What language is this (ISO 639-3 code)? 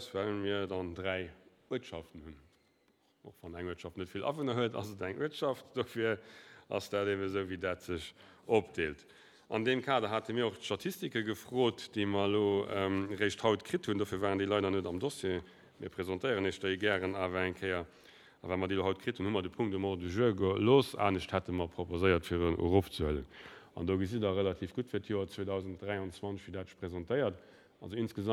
ltz